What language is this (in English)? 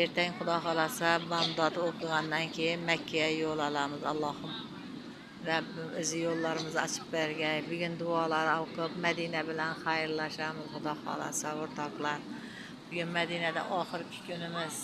Uzbek